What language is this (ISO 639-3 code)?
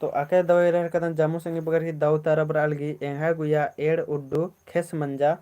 kru